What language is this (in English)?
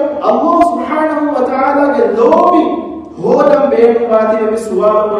Divehi